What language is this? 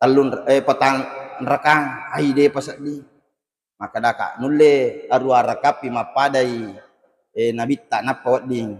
Buginese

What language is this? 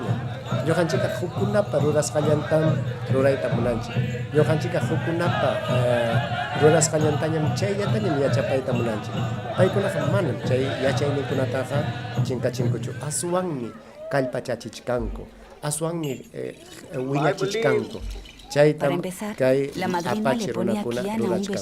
Ayacucho Quechua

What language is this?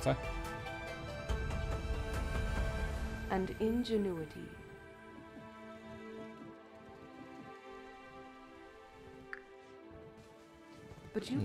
Polish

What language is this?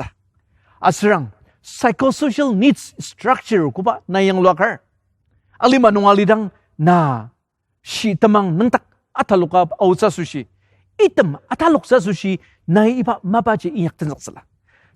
Ao Naga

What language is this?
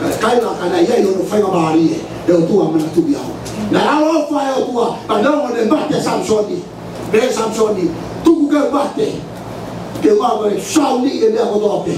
Tongan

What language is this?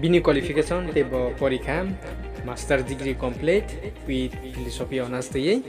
Kok Borok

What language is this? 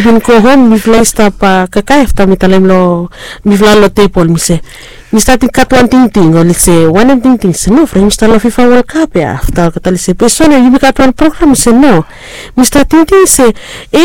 Bislama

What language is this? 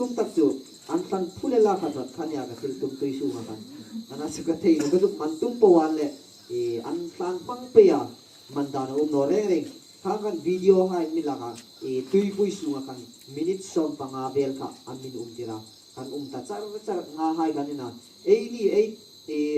Hmar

